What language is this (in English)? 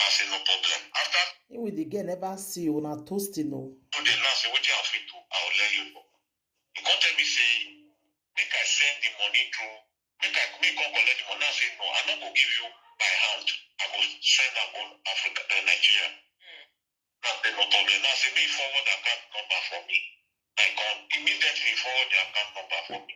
Nigerian Pidgin